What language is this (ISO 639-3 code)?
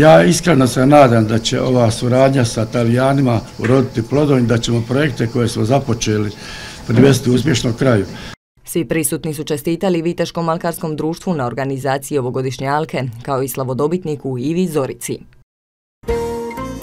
hrv